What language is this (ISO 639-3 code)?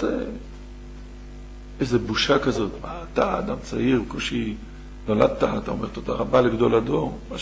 heb